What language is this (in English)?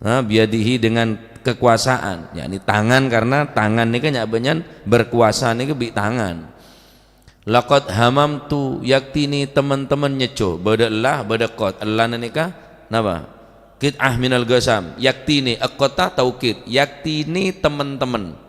Madurese